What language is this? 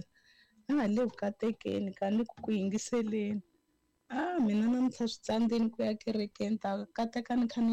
Tsonga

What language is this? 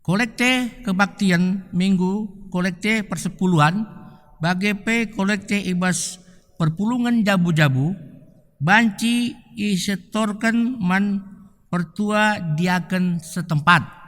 Batak Karo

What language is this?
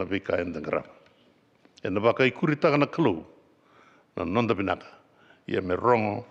Fijian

